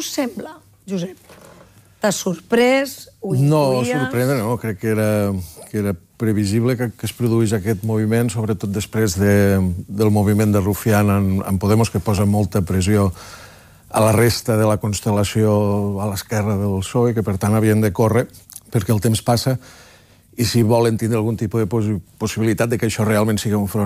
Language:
Catalan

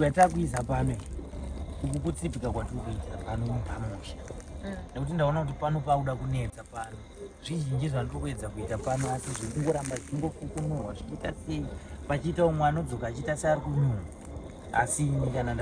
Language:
Shona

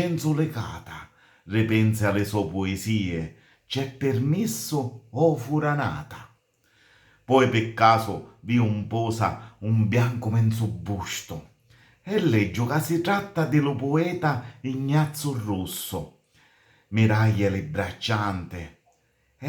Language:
Sicilian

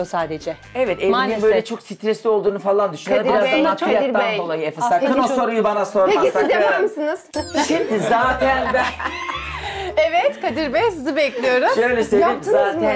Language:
Turkish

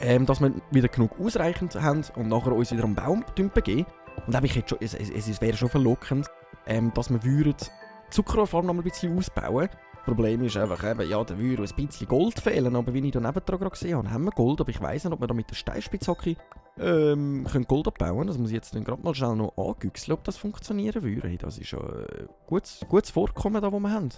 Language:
Swiss German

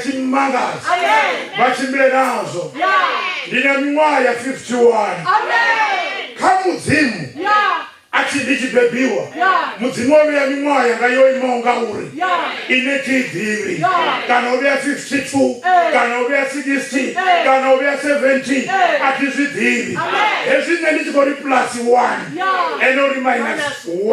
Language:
Venda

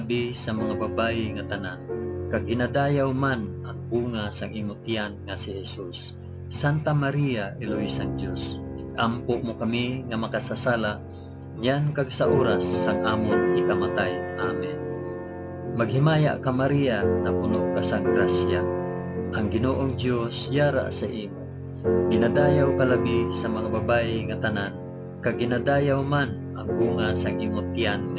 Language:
Hiligaynon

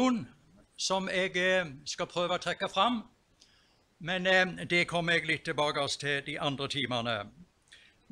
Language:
Norwegian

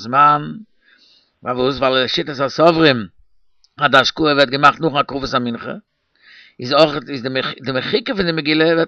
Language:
Yiddish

